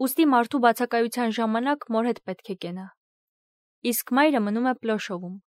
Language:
Armenian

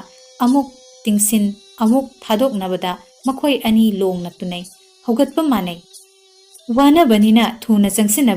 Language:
Manipuri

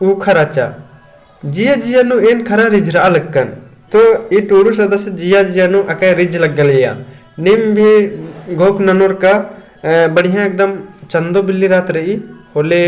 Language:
Kurukh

